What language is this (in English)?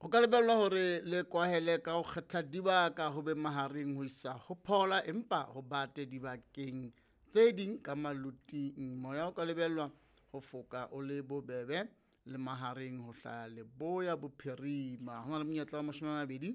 Southern Sotho